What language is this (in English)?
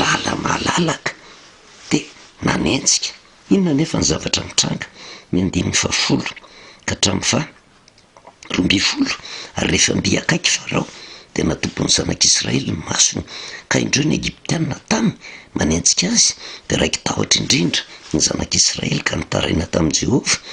Malagasy